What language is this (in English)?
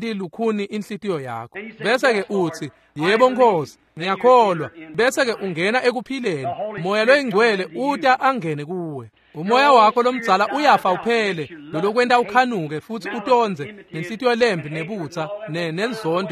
Swati